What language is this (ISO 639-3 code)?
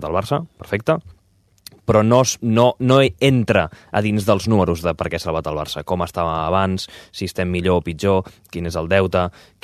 cat